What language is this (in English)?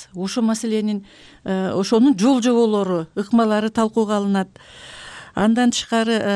Kyrgyz